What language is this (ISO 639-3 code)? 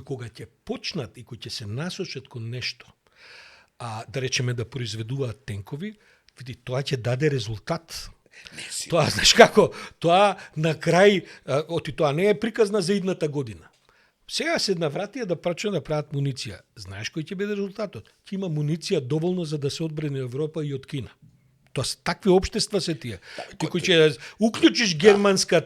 mkd